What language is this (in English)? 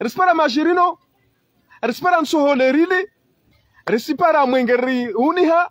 Ngazidja Comorian